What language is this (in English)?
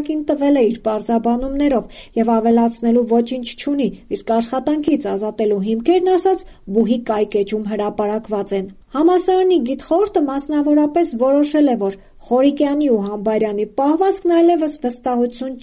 Armenian